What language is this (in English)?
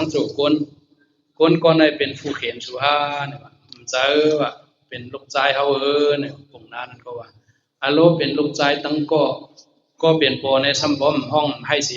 Shan